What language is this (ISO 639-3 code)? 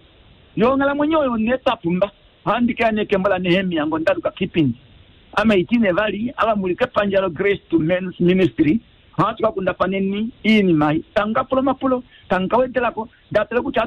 kua